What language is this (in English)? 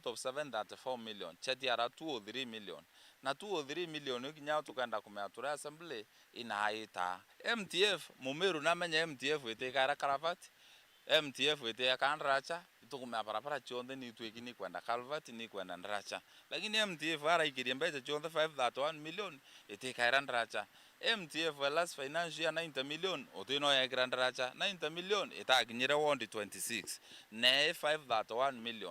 Meru